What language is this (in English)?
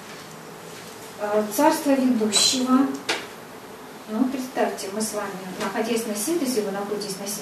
Russian